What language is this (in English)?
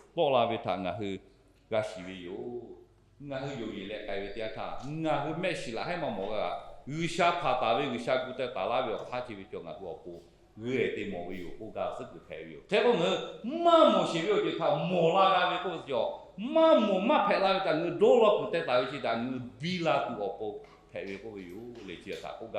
Lahu